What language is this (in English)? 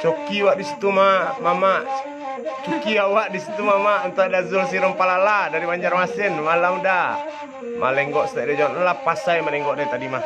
Minangkabau